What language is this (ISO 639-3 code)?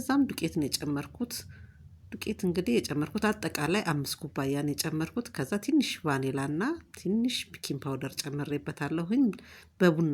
amh